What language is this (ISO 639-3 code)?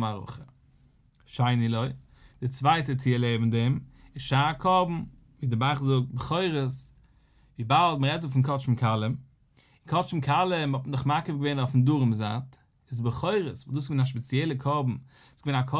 yid